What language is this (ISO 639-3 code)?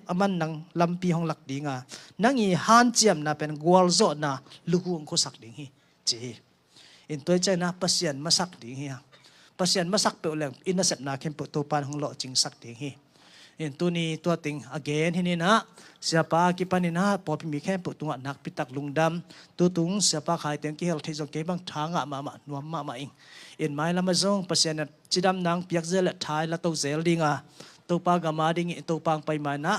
ctd